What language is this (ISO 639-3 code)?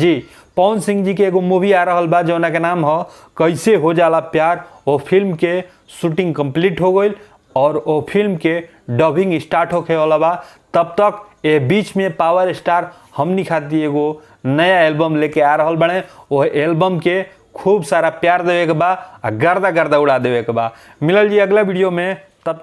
bho